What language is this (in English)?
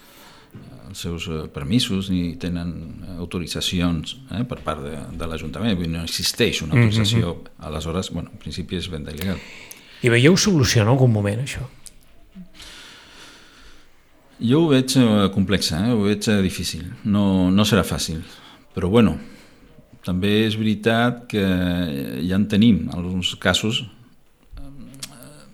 Catalan